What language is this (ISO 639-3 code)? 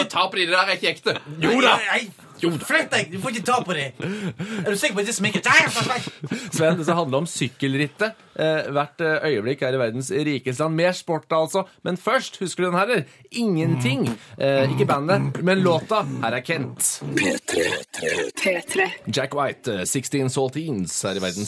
nor